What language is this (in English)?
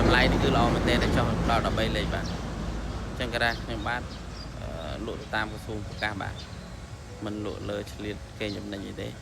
Khmer